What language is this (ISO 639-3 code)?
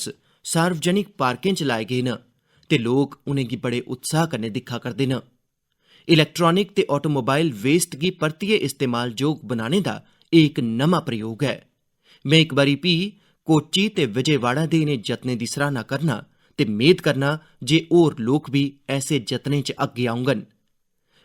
doi